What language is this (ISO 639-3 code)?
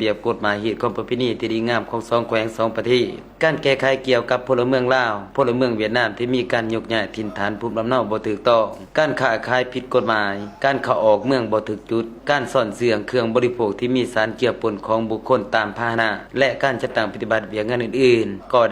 lao